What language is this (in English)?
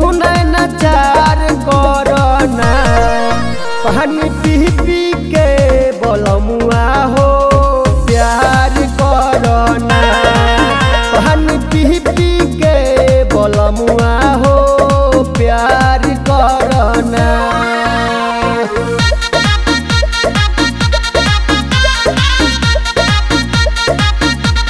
Bhojpuri